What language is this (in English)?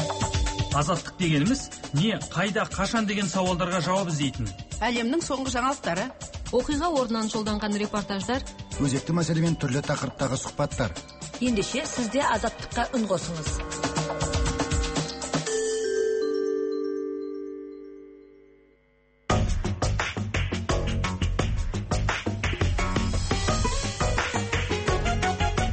Kazakh